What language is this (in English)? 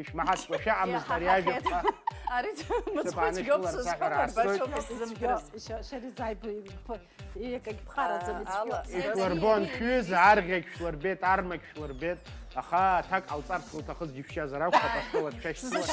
Abkhazian